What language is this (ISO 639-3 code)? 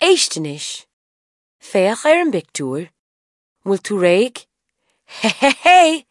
gle